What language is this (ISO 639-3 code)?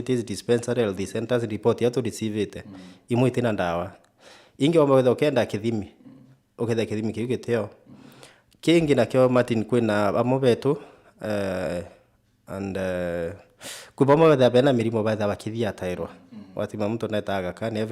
mer